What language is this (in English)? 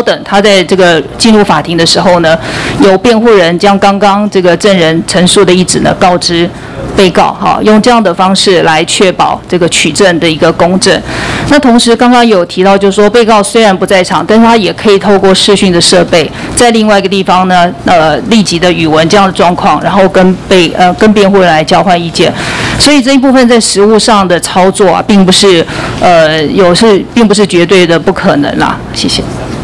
Chinese